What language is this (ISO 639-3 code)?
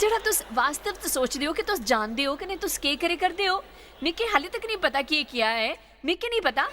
doi